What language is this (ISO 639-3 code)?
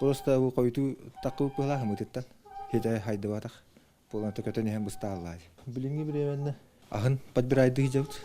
sah